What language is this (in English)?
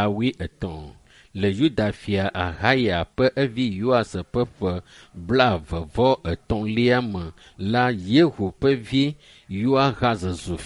Ewe